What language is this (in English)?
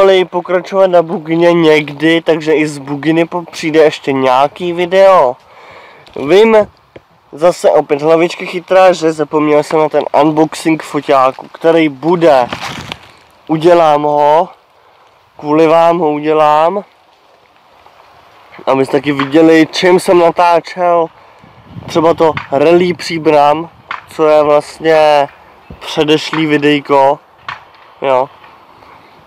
Czech